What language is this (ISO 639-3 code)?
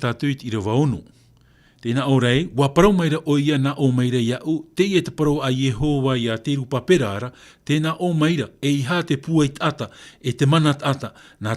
tah